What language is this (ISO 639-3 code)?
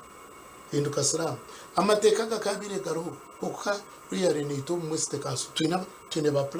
nyn